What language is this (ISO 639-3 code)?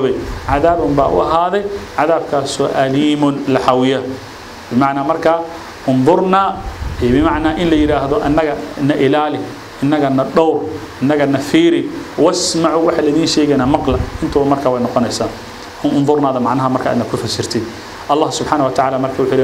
som